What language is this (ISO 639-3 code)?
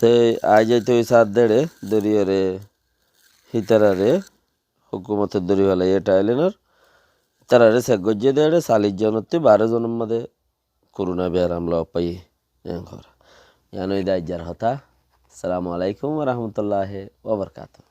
rhg